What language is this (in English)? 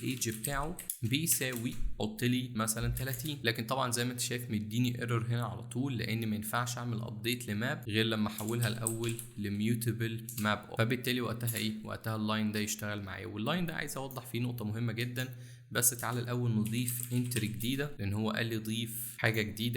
Egyptian Arabic